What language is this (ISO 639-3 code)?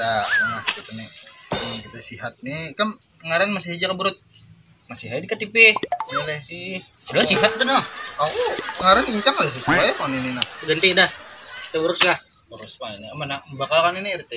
bjn